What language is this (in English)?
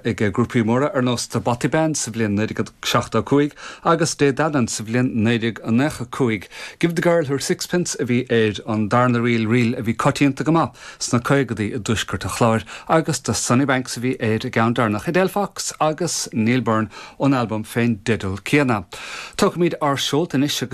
Irish